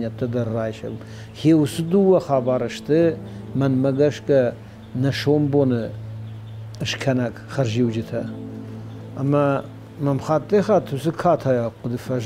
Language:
Ossetic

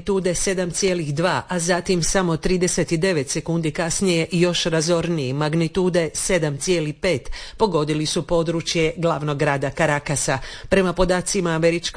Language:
Croatian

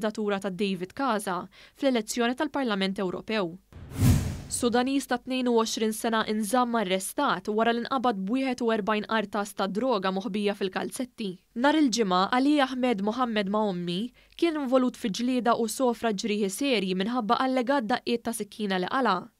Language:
Maltese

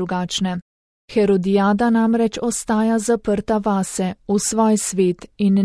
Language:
Slovenian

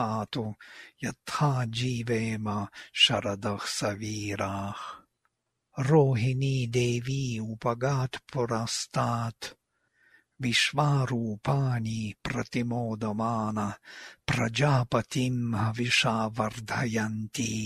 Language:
Sanskrit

